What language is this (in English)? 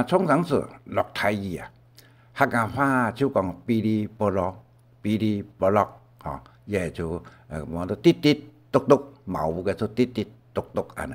Hakka Chinese